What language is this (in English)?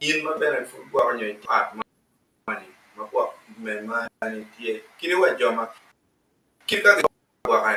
Acoli